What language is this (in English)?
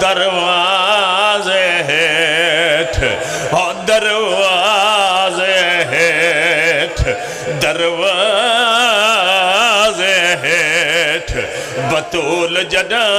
Pahari-Potwari